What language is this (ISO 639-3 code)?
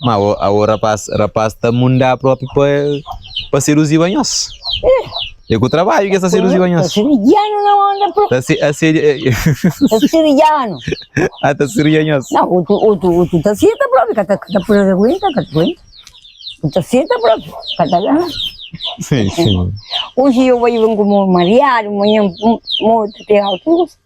kea